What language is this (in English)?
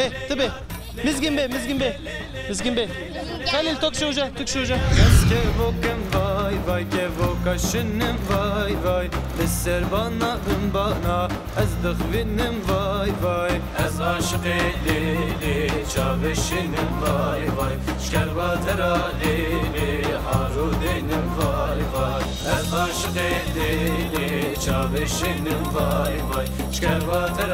Zaza